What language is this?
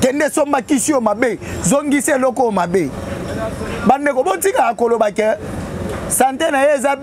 Lingala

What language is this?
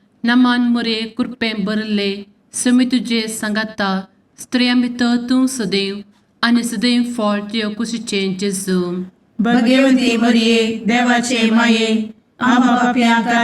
Konkani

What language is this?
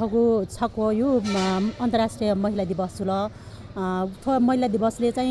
Newari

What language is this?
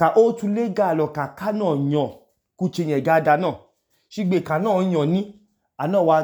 Idoma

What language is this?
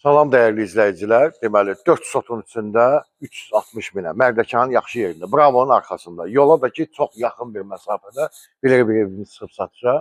Azerbaijani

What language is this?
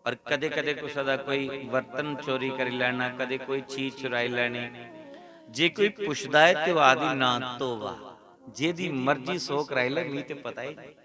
Dogri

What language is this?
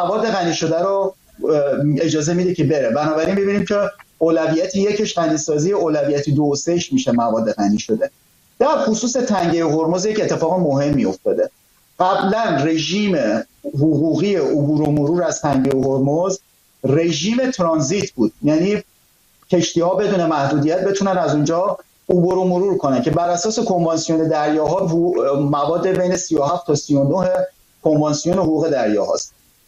Persian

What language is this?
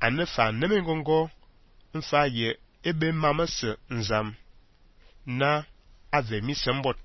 Fang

